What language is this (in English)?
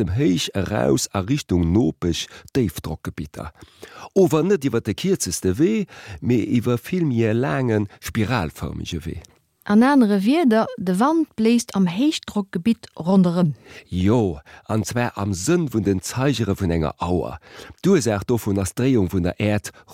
Luxembourgish